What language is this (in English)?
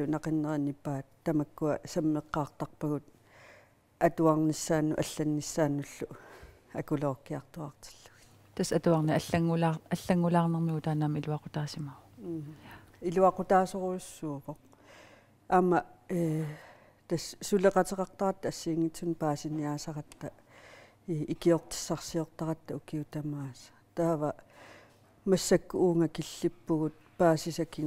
Kalaallisut